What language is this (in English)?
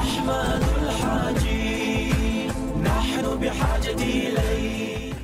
Chechen